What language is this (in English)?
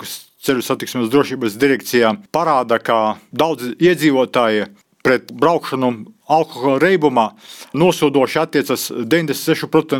Latvian